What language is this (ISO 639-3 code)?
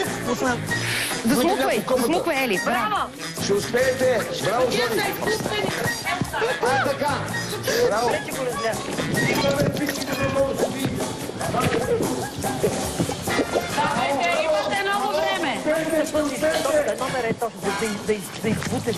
bul